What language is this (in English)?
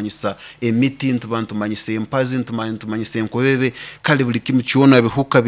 Nyoro